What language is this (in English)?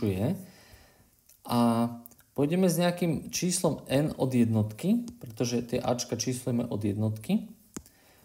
Slovak